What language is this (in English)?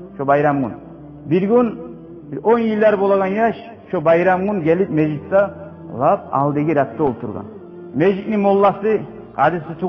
Kumyk